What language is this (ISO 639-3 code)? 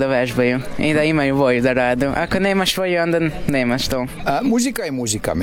srp